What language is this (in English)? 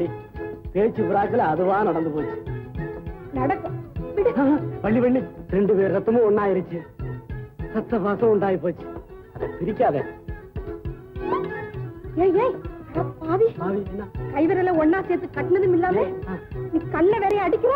Tamil